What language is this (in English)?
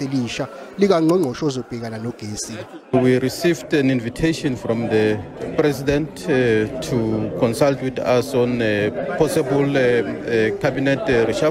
Zulu